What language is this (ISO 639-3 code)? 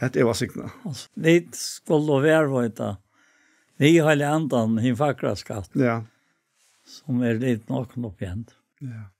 fao